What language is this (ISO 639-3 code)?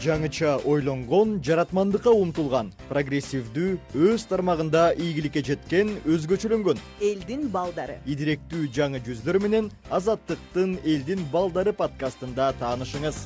kir